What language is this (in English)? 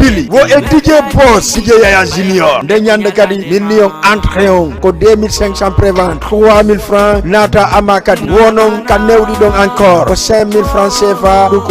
Fula